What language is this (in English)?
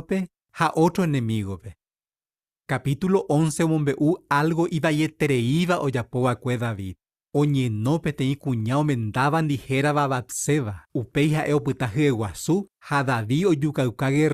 Guarani